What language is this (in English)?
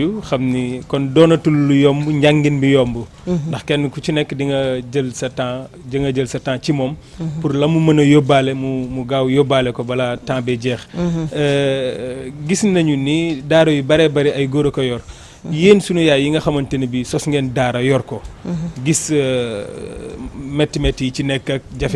Wolof